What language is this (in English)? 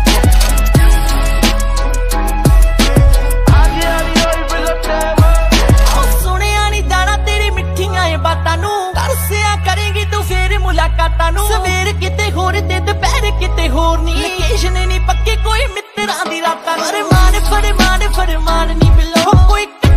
Punjabi